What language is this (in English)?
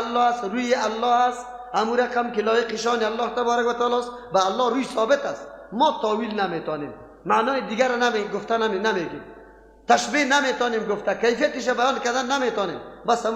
Persian